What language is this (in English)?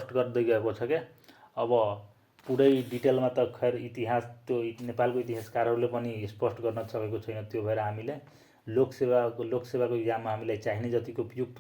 Nepali